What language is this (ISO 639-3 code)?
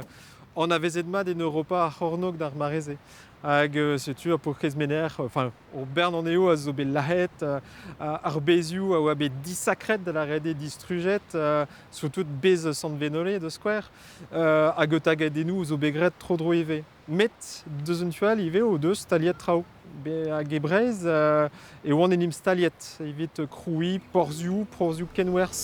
bre